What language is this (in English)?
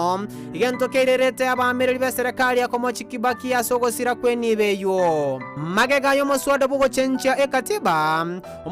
Gusii